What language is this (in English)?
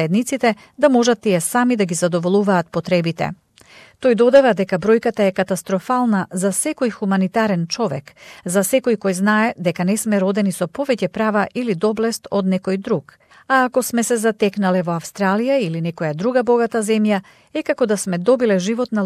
Macedonian